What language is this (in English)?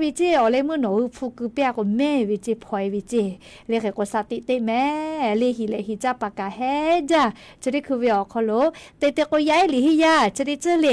Lahu